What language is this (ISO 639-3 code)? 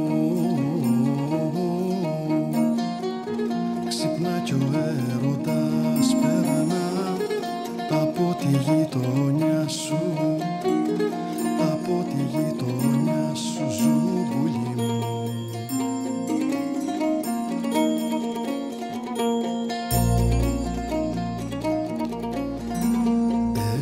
ell